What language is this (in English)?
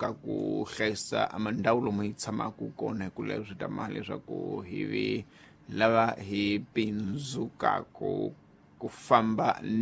Tsonga